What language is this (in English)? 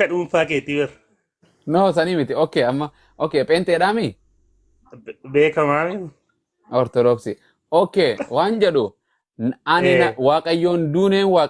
Oromo